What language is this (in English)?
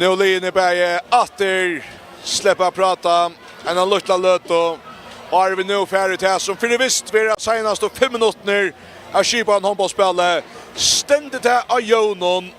Faroese